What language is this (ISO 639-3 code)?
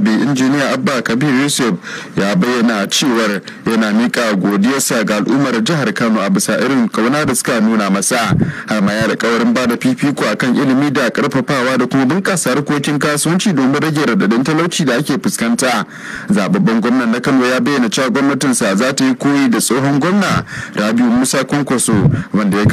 hau